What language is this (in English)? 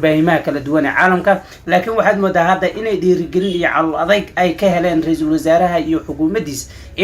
Somali